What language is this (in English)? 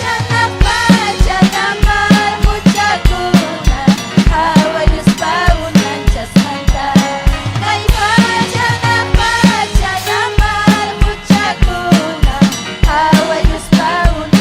Ayacucho Quechua